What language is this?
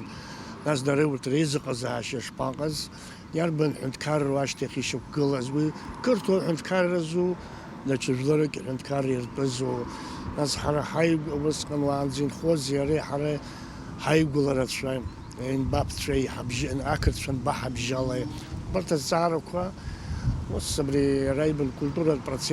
Abkhazian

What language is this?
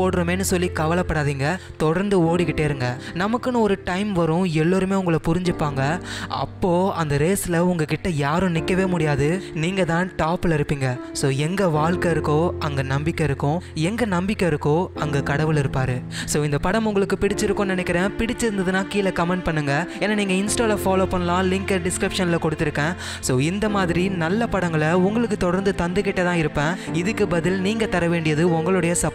Tamil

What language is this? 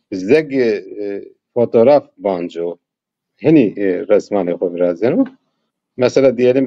Zaza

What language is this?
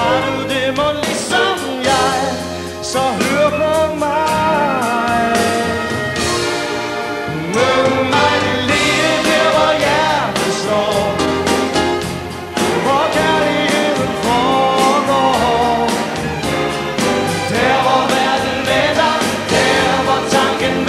Danish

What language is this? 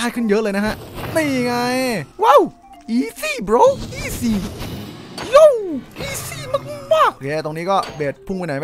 Thai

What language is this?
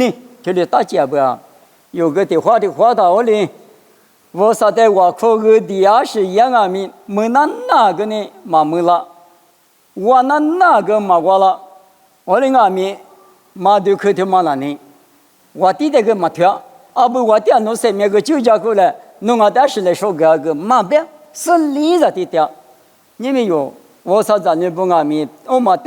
Lisu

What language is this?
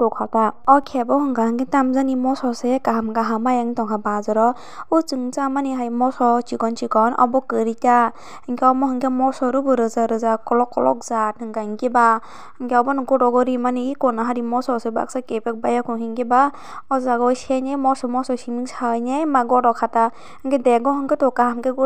Kok Borok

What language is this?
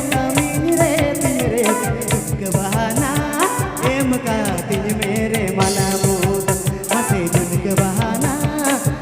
Santali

